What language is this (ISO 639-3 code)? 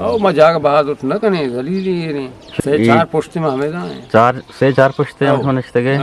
bgp